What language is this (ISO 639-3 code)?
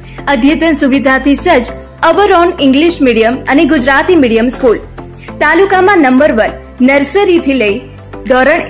guj